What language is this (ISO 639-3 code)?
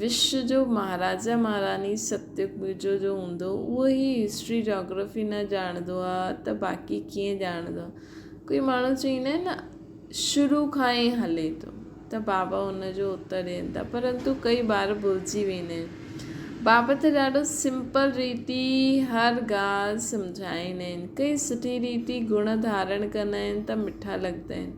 snd